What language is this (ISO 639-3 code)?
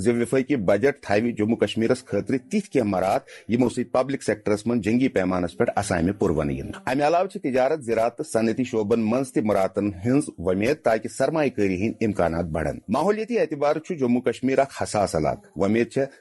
kas